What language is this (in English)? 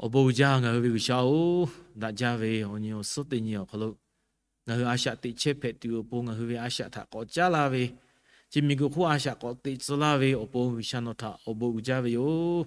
Lahu